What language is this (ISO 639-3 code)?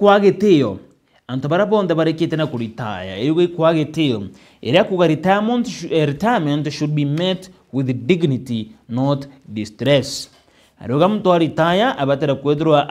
mer